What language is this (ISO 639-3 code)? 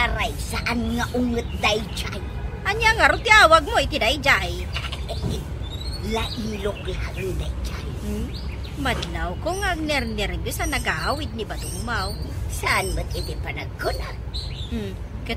ilo